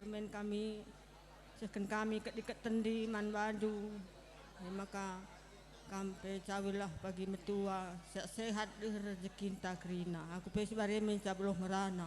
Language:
Batak Karo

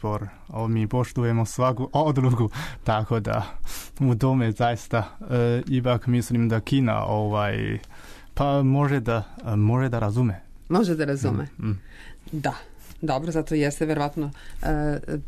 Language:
Serbian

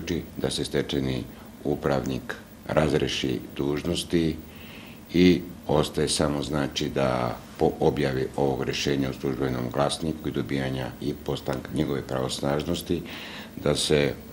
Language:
Serbian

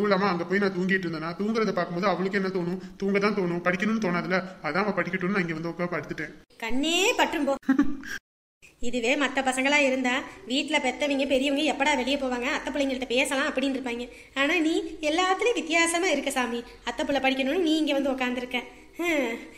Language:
Tamil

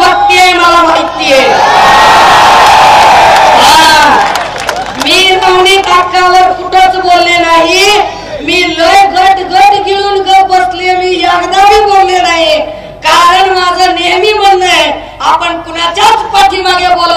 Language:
Marathi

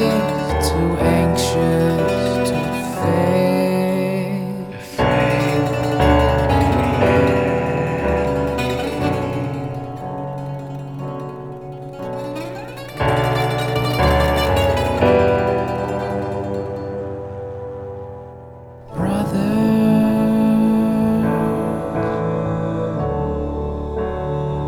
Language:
English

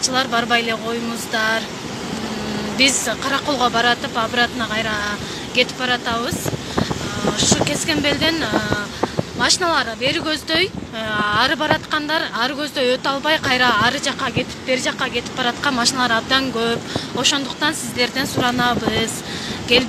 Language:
Kyrgyz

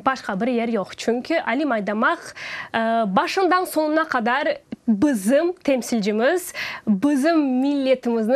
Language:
Crimean Tatar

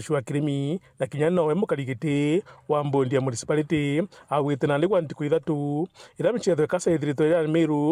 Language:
Meru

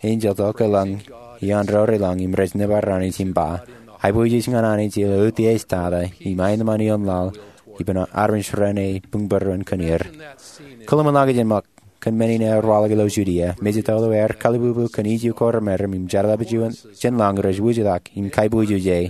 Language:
Marshallese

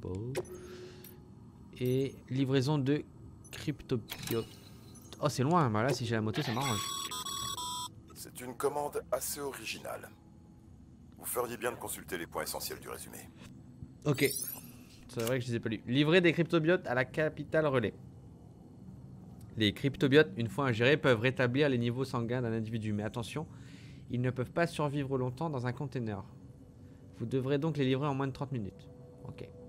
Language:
French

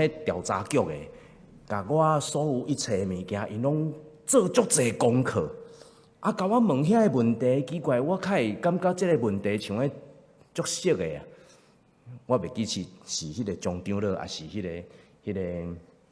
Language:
Min Nan Chinese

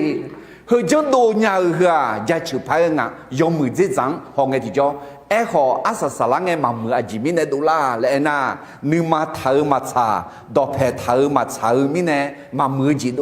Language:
Akha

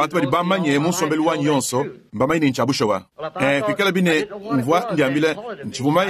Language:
Luba-Lulua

